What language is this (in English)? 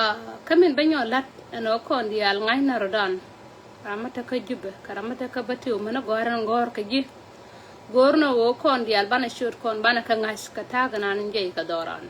Nuer